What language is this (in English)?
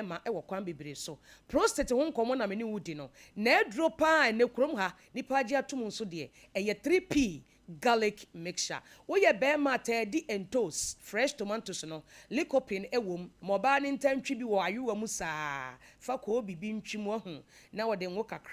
Akan